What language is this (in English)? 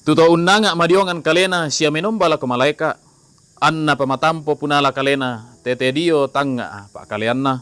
Toraja-Sa'dan